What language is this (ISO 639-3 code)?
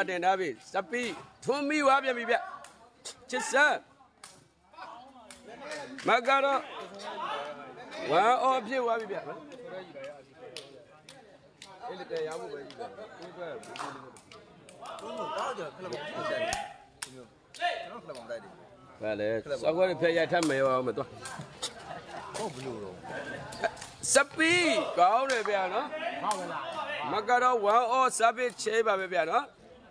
mya